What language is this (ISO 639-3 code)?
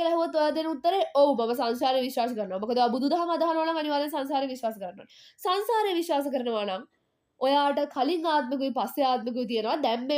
sin